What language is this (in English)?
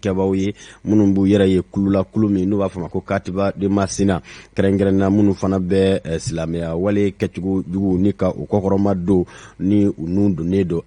Bambara